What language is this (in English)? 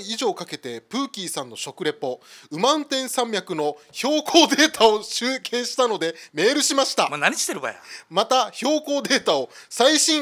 Japanese